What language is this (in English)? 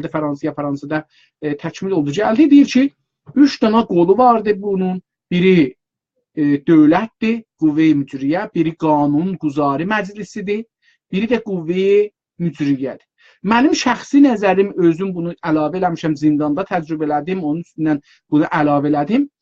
South Azerbaijani